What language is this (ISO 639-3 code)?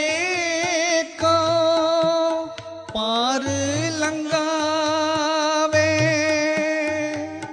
hin